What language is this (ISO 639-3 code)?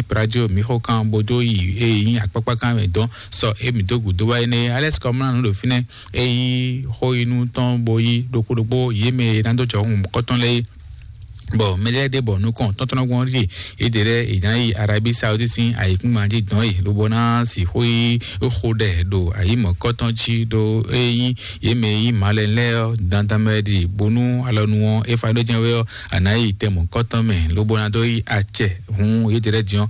fon